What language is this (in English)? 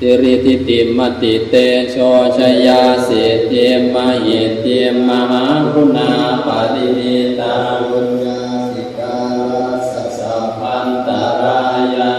Pali